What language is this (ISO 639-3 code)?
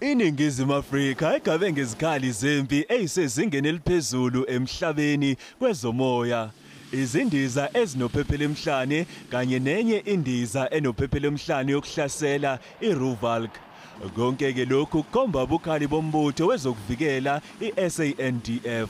zul